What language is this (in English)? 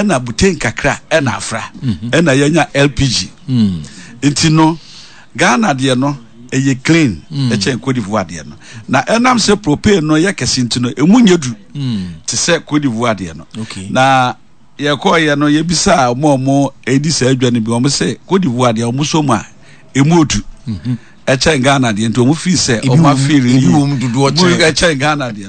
Akan